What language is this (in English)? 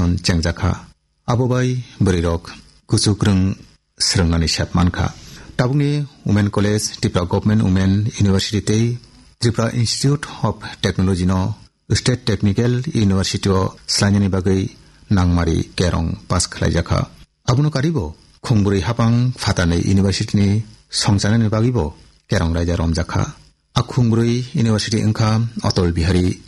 Kok Borok